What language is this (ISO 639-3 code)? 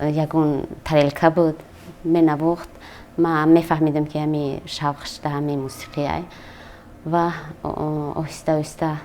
tgk